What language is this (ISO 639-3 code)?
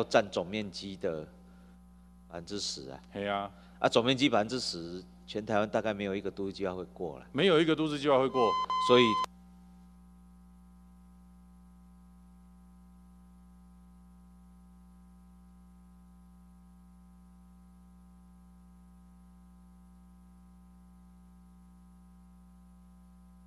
zho